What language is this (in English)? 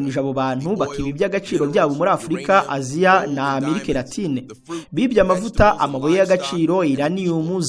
Kinyarwanda